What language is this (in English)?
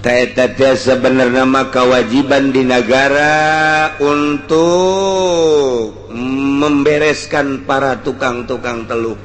Sundanese